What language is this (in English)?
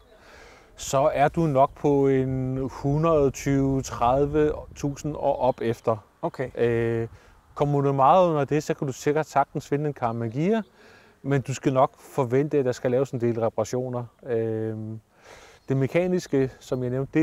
Danish